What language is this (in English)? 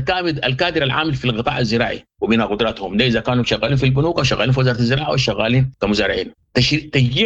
Sudanese Arabic